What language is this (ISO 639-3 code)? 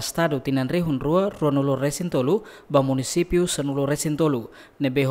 tet